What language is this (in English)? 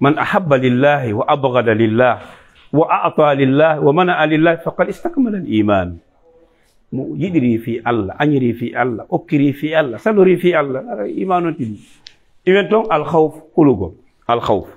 Fula